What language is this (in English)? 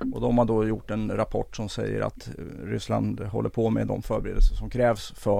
Swedish